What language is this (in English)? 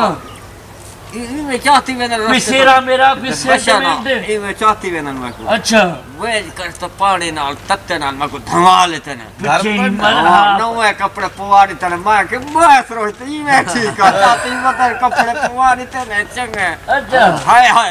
Saraiki